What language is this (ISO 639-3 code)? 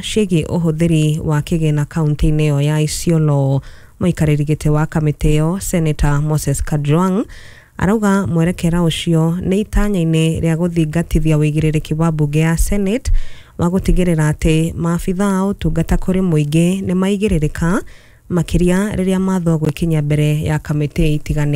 kik